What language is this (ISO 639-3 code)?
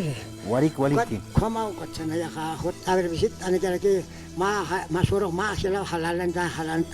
aym